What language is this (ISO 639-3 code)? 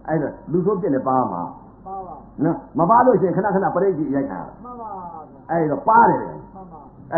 mya